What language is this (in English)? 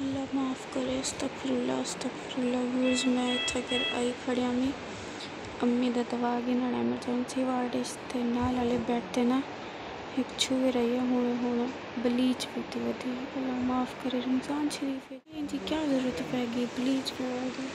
Saraiki